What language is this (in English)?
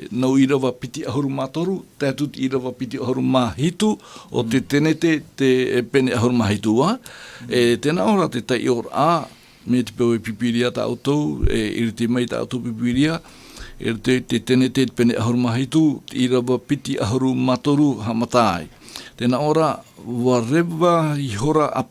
Tahitian